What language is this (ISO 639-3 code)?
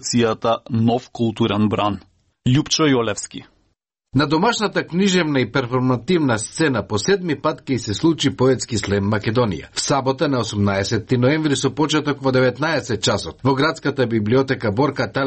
mkd